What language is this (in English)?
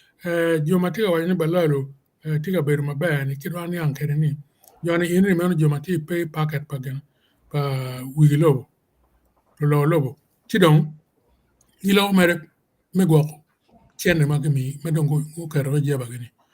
Acoli